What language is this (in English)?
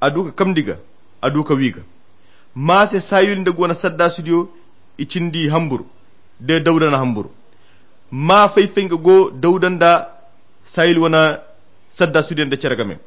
Koyra Chiini